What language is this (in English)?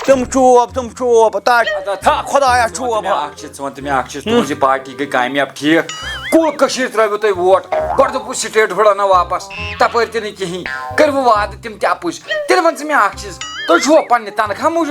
Kashmiri